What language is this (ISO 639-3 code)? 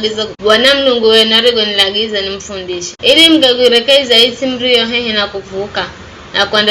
nyf